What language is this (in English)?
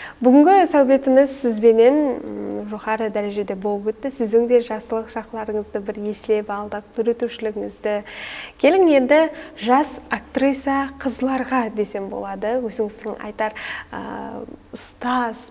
Kara-Kalpak